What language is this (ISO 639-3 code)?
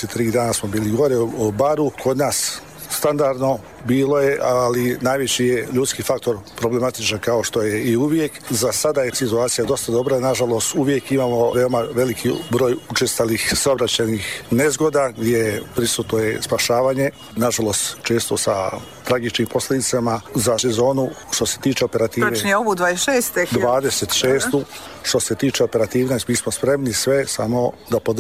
srp